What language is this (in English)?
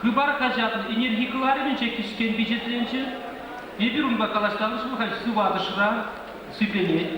Chuvash